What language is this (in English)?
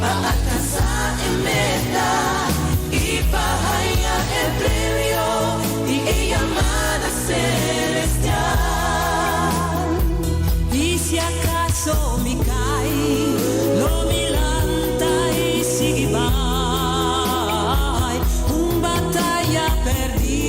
Papiamento